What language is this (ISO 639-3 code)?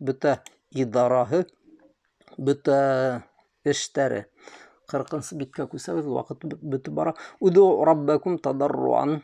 bak